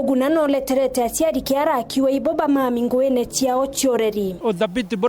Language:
Meru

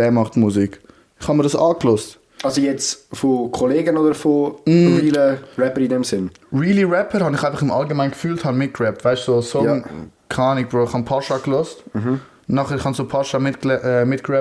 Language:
Swiss German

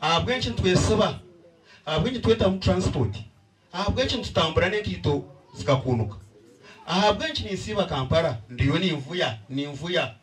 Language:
Nyankole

